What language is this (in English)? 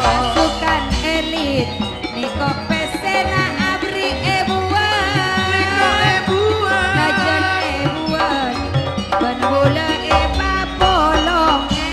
Madurese